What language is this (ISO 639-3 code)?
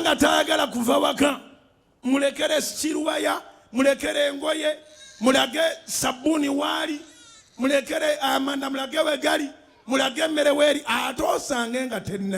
lug